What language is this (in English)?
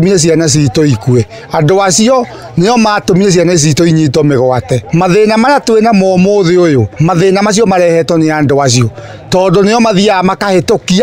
Kikuyu